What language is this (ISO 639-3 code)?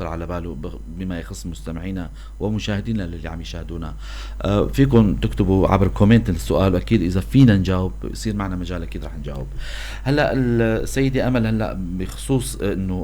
apc